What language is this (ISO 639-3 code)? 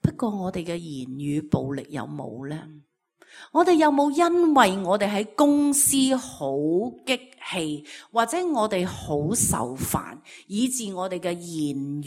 yue